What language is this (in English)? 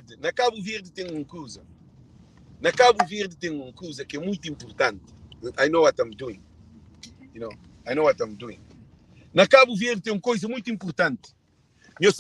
Kabuverdianu